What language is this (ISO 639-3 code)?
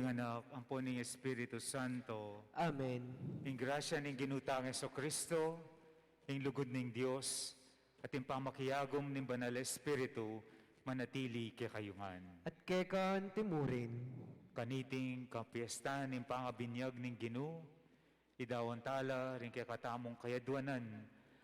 pam